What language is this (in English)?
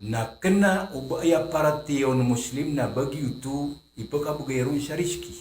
Maranao